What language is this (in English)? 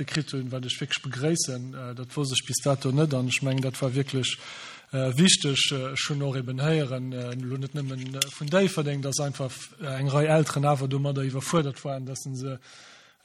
Luxembourgish